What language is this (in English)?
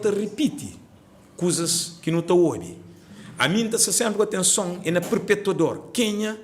Kabuverdianu